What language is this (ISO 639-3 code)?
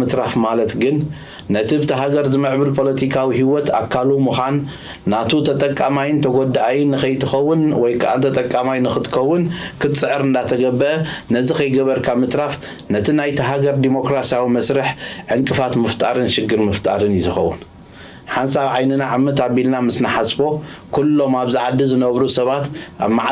tir